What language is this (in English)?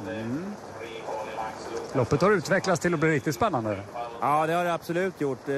Swedish